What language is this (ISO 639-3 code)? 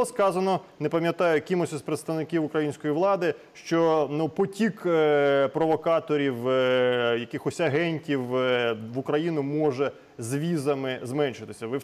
ukr